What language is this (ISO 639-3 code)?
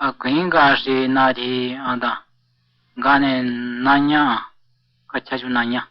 maq